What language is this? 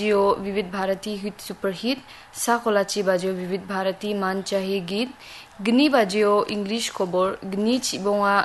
Garo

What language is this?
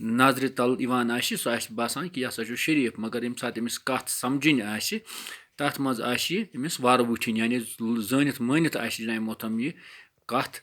Kashmiri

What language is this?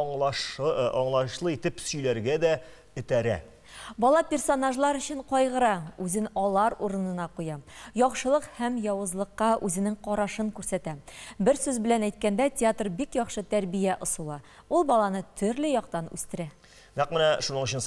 Tatar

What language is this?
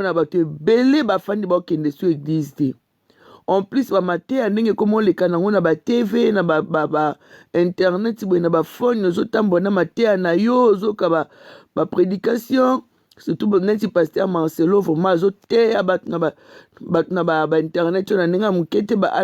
Lingala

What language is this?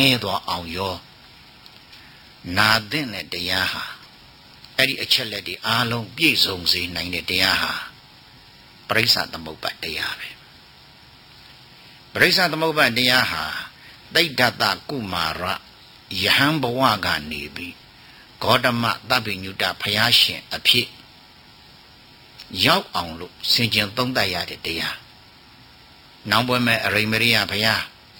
Burmese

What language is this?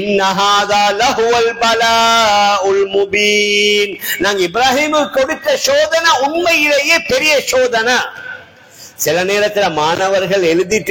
Tamil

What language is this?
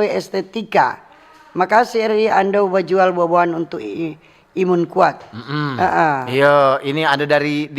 Manado Malay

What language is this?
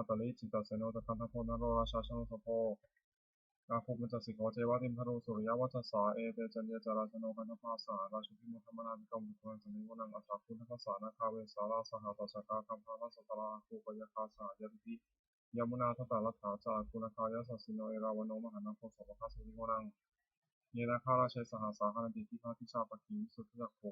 Pali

